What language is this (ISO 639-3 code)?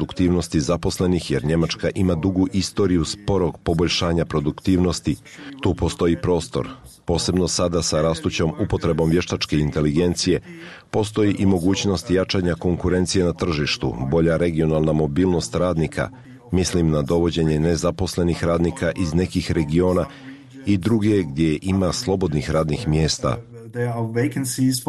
bos